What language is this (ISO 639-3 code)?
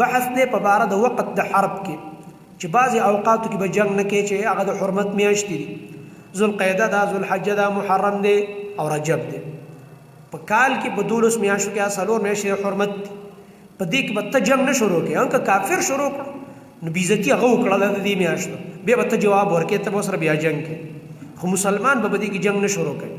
pus